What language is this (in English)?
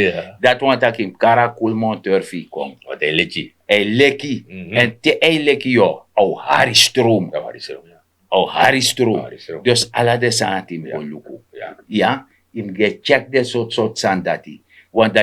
Sranan Tongo